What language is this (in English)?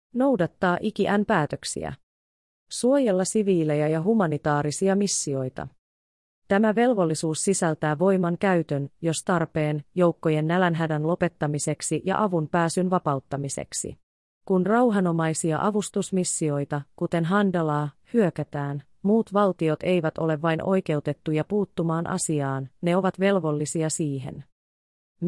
Finnish